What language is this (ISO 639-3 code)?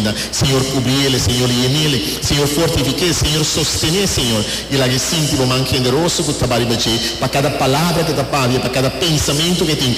pap